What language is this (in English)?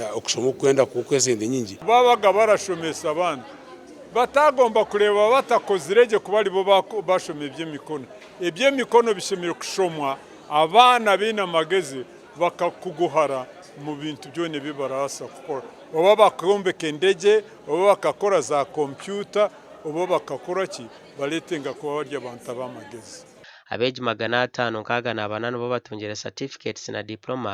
Nyankole